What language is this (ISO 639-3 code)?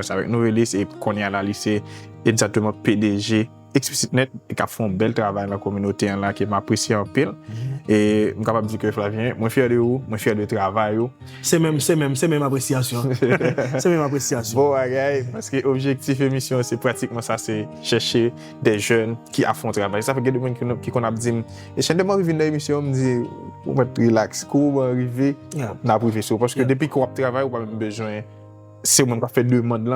hat